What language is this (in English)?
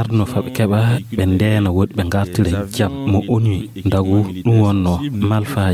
Fula